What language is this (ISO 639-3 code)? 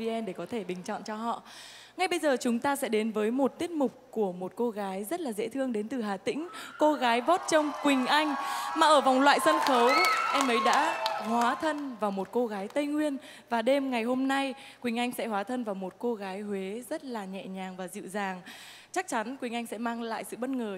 vie